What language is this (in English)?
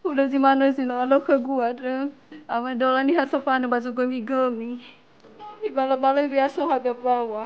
Nias